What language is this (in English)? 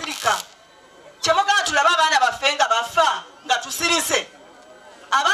Ganda